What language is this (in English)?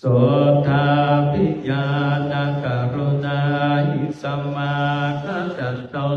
Pali